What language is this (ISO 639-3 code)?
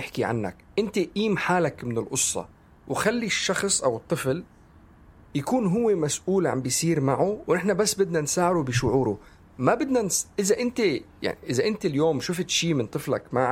apc